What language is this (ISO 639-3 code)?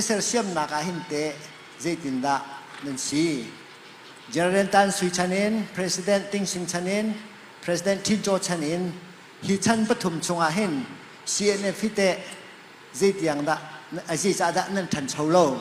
cnh